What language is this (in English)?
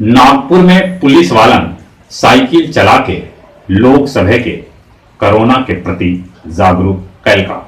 Magahi